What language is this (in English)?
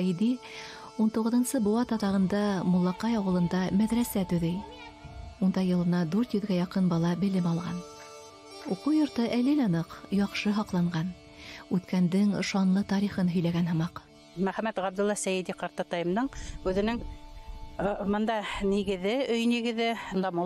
Bashkir